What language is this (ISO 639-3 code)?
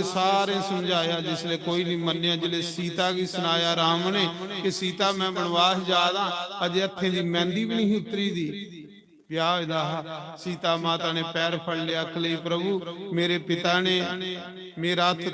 doi